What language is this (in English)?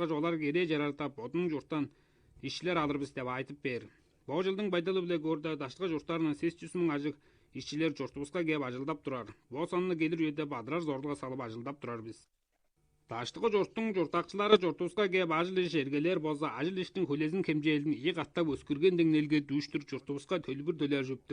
Tuvinian